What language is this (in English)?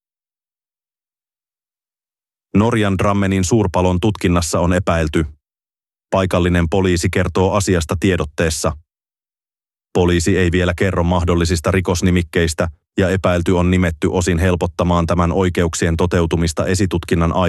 Finnish